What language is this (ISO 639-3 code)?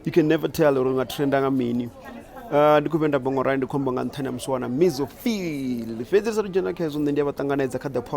ven